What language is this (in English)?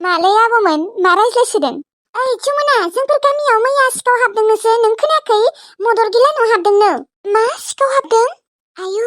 Bodo